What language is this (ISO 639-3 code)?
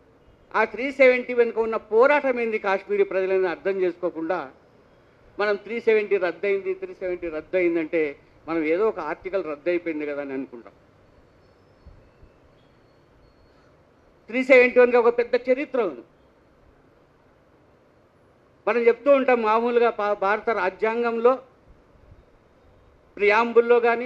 tel